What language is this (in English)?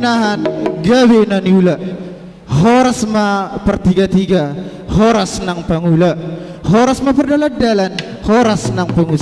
Batak Toba